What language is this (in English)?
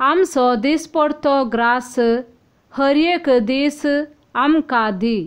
Konkani